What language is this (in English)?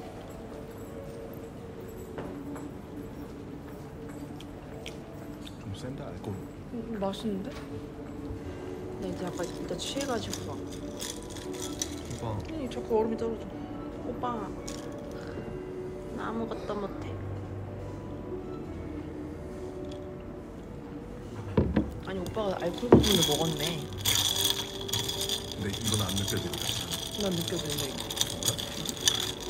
Korean